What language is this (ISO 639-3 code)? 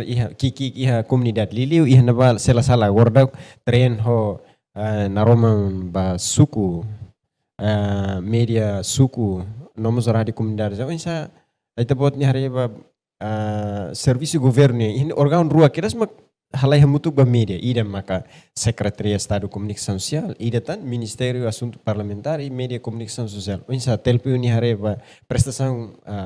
tet